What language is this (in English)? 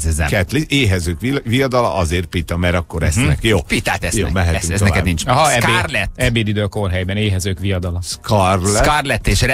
Hungarian